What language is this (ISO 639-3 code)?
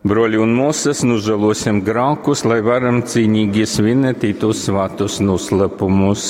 ltg